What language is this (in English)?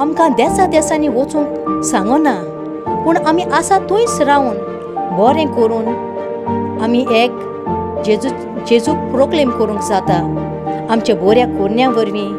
Konkani